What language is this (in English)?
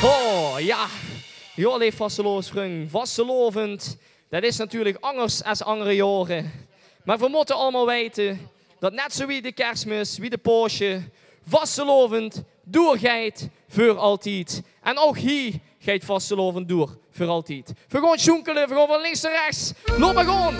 Limburgish